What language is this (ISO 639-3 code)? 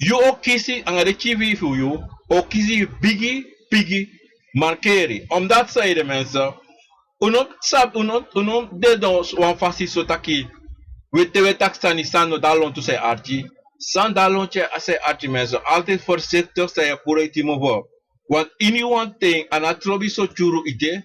srn